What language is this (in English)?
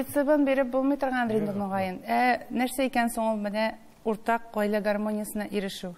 Tatar